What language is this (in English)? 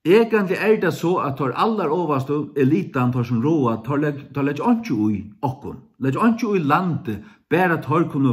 Faroese